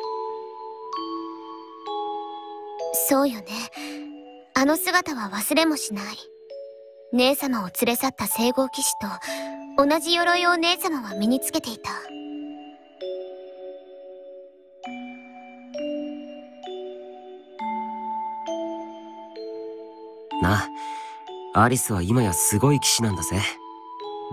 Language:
Japanese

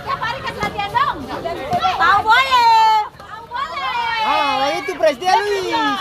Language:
Ambonese Malay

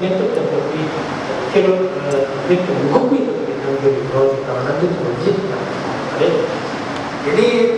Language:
Tibetan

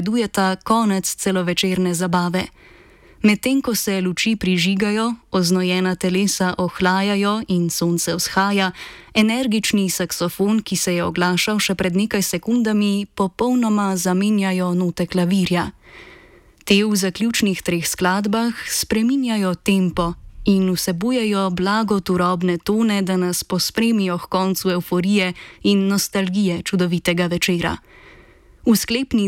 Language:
Slovenian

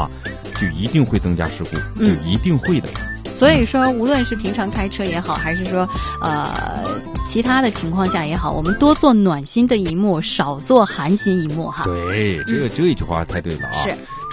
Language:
Chinese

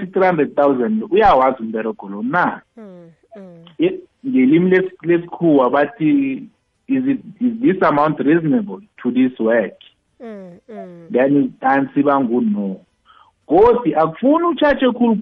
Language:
South Ndebele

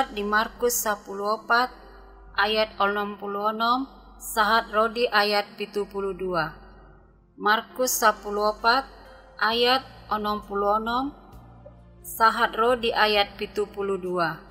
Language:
Batak Toba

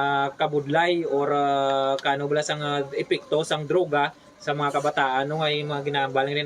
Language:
Hiligaynon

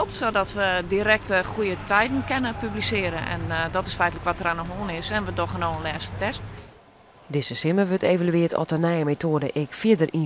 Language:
Western Frisian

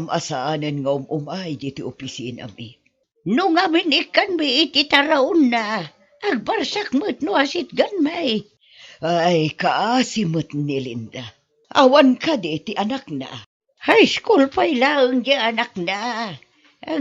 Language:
Iloko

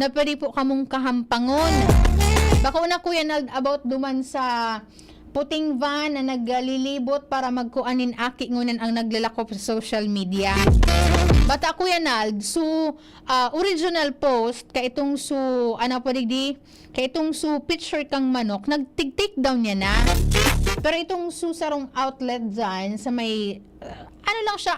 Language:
Bikol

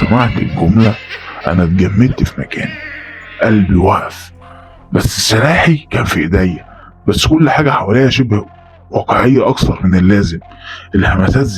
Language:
Egyptian Arabic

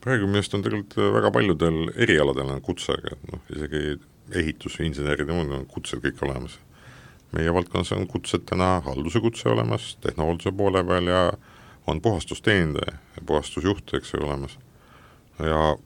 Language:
Estonian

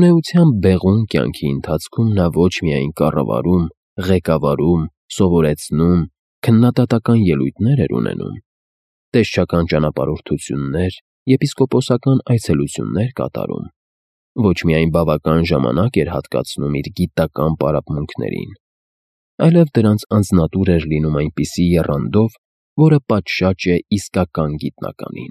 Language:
Armenian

